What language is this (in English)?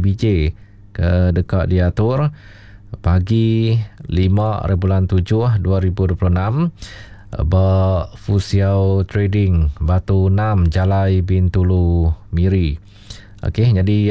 Iban